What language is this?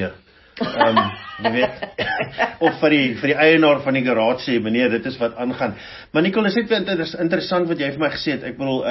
Afrikaans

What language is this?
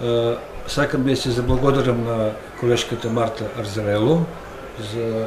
Macedonian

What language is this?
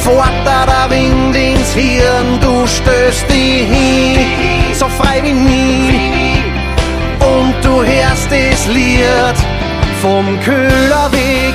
Bavarian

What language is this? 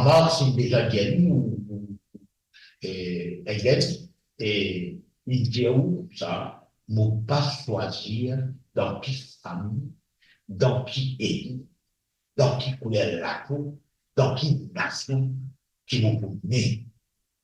Morisyen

